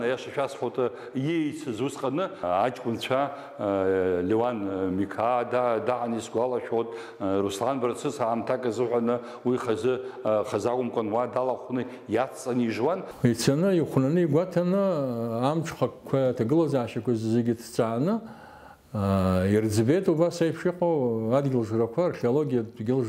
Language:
Abkhazian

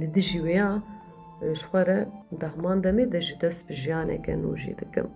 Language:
Kurdish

